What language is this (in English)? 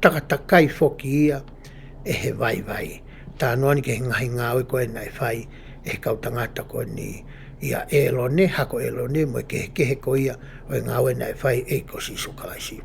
Tongan